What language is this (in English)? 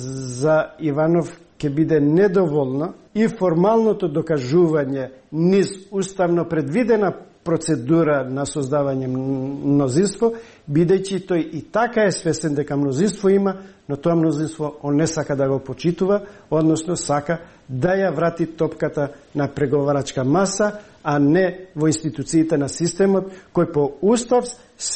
Macedonian